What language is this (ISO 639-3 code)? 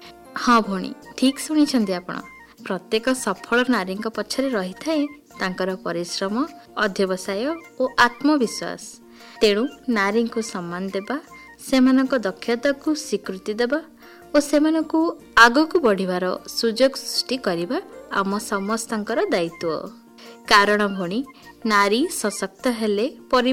ori